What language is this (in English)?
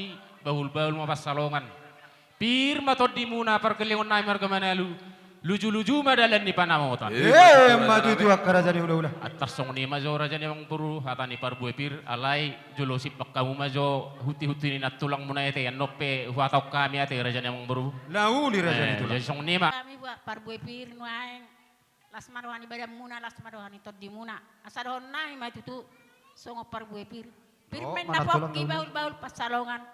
Batak Toba